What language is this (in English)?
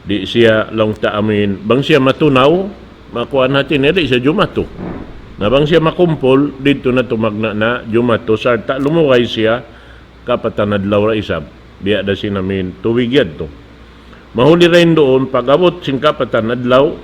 Tausug